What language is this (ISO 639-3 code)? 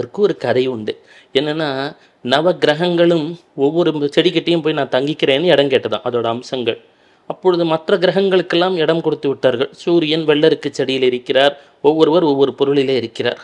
tam